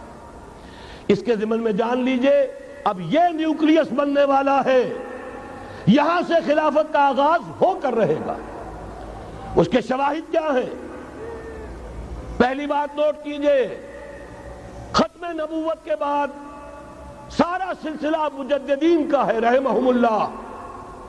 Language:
Urdu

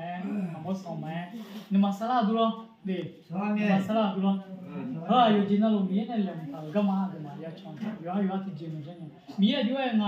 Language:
Akha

